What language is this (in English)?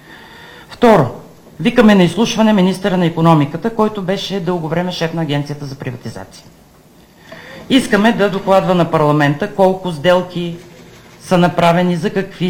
Bulgarian